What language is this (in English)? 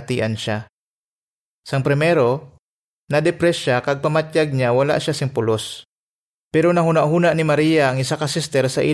Hiligaynon